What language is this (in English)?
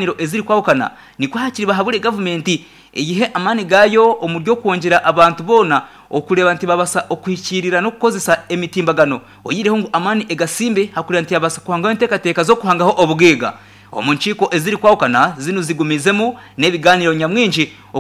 Nyankole